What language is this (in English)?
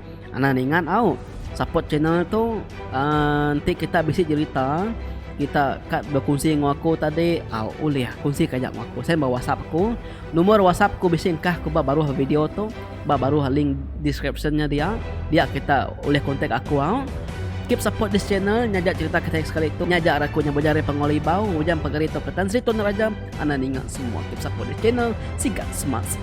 Iban